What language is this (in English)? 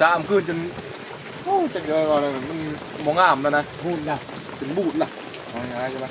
Northeastern Thai